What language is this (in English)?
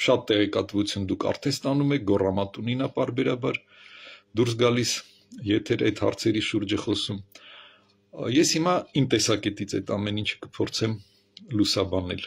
Armenian